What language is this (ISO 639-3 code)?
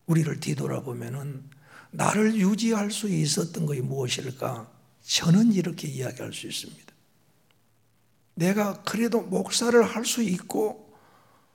kor